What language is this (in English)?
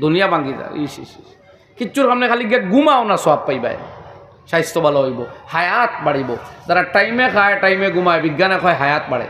Sylheti